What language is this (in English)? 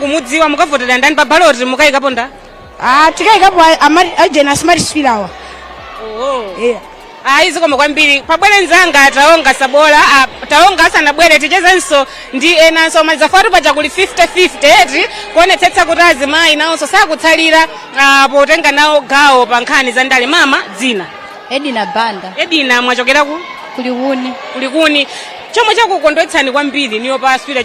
Nyanja